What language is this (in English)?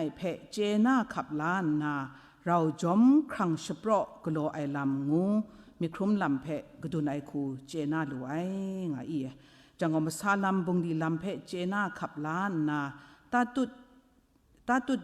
Kachin